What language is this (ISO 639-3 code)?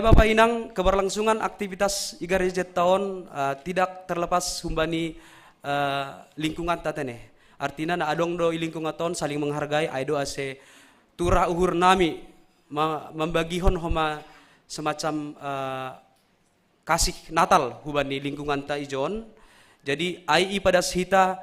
bts